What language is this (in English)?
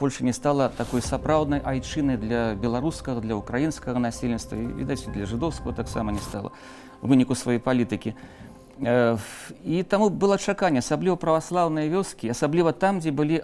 Belarusian